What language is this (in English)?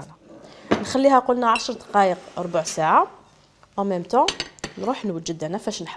Algerian Arabic